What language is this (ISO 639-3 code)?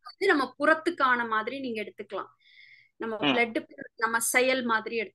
tam